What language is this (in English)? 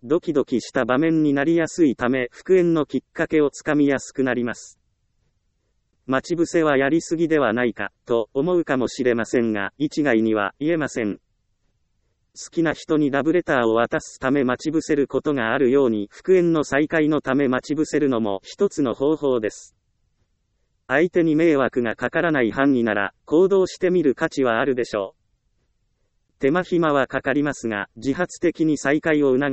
Japanese